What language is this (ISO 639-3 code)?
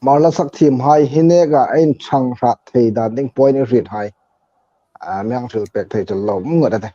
hmr